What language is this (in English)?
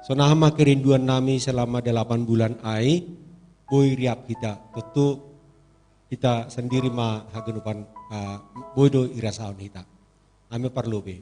Batak Simalungun